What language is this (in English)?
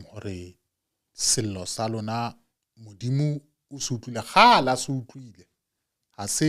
Southern Sotho